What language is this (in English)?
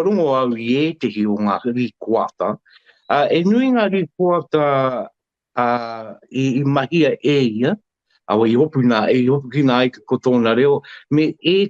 Māori